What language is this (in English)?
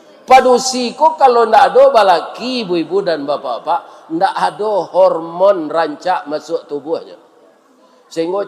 Minangkabau